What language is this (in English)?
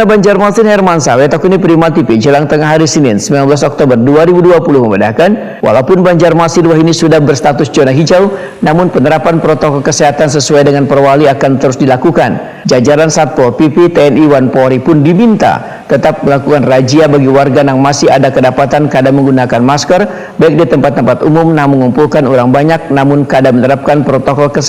Banjar